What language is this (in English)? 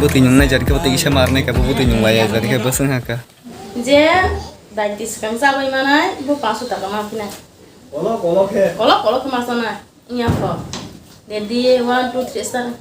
Kok Borok